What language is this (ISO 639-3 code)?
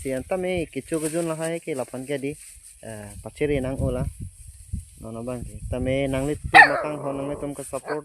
mjw